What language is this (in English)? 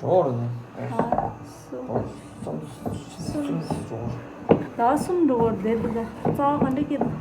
Tibetan